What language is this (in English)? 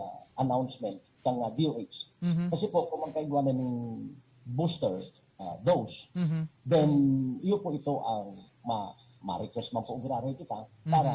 Bikol